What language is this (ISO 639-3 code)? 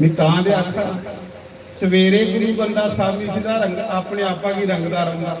doi